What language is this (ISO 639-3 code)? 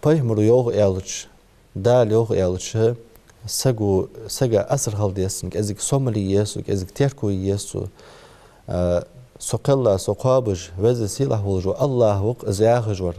inh